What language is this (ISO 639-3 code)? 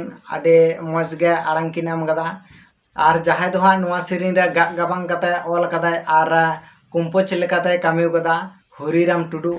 sat